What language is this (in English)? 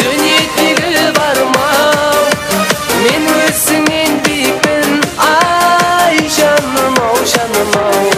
Kara-Kalpak